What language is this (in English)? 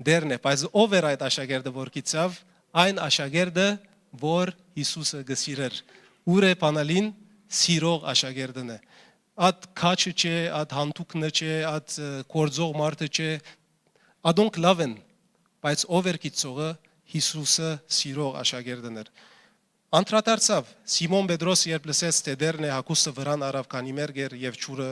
Western Armenian